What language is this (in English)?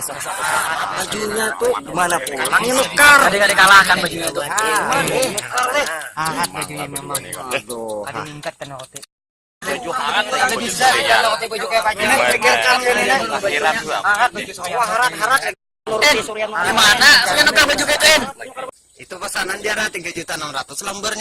Banjar